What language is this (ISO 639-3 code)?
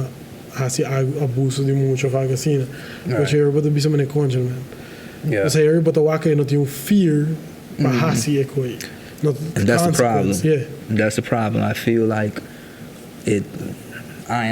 pap